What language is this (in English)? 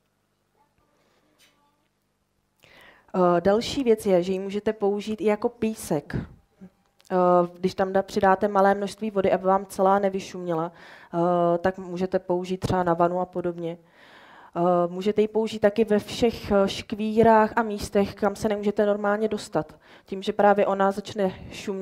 Czech